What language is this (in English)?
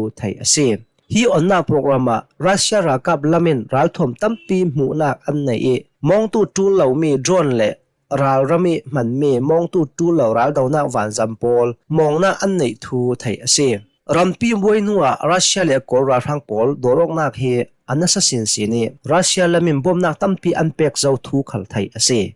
Hakha Chin